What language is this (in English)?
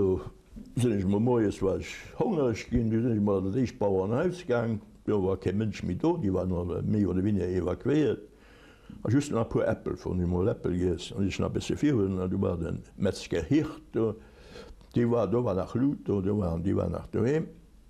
Luxembourgish